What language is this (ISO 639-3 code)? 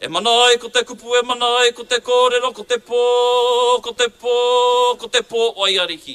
mri